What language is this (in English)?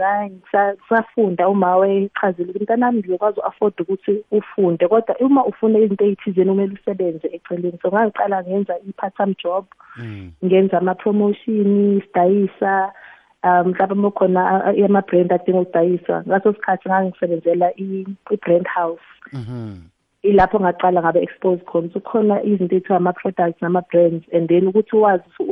South Ndebele